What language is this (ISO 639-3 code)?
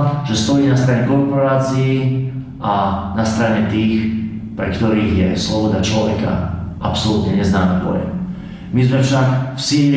slk